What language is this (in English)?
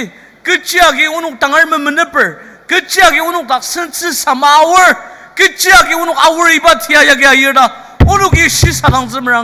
Ao Naga